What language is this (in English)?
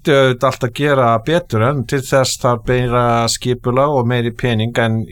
Icelandic